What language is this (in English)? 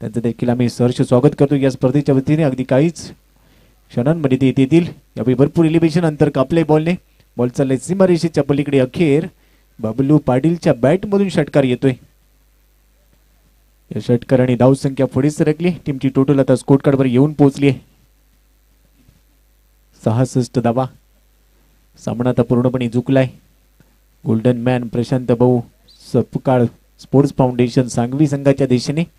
Marathi